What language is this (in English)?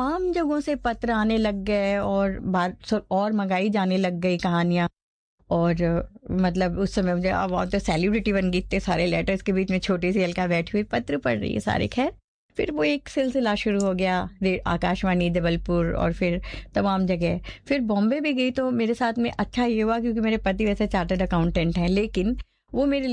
Hindi